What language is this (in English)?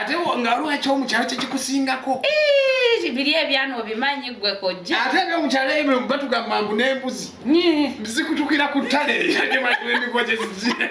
Ganda